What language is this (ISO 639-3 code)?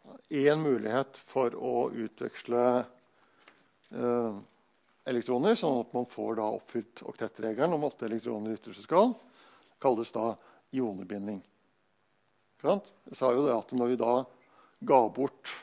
nor